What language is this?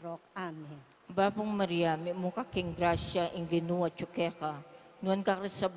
Pampanga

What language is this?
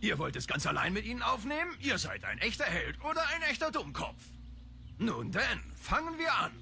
Swiss German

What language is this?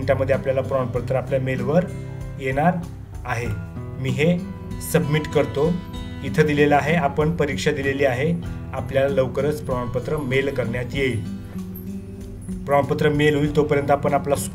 Marathi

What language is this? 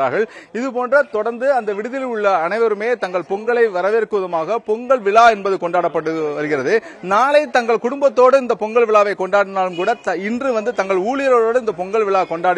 Tamil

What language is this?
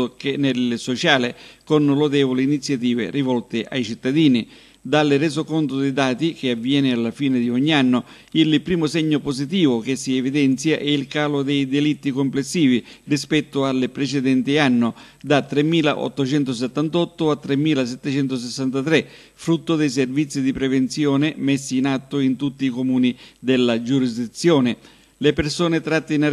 Italian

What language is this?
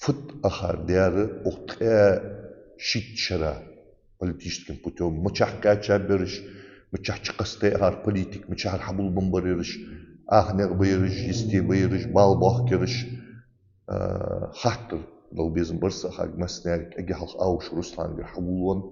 Ingush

